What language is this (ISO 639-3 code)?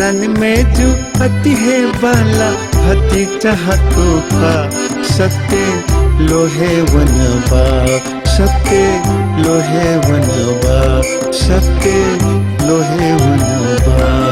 new